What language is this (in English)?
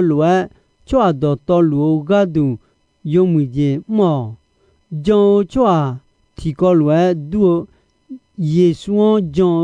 Akha